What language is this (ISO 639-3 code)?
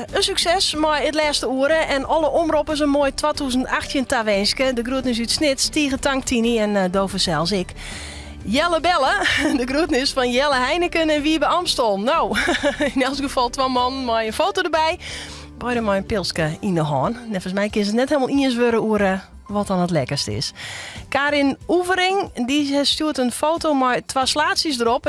fry